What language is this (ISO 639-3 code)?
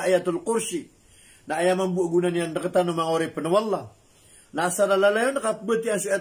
mrw